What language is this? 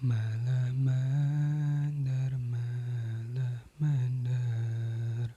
Sundanese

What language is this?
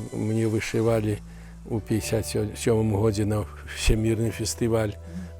Belarusian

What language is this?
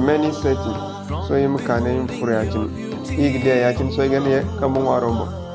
Zarma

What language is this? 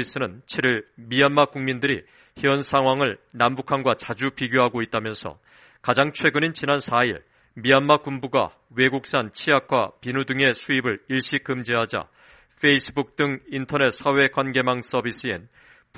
Korean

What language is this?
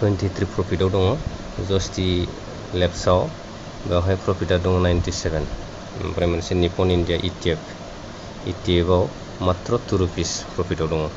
Bodo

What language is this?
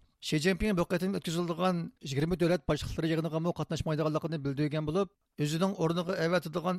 Uyghur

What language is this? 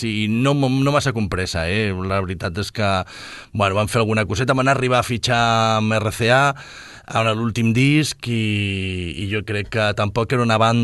Catalan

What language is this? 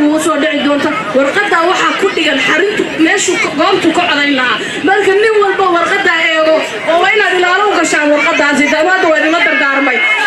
Somali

